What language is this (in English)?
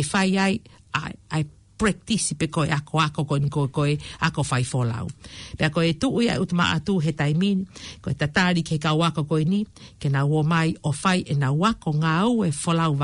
Tongan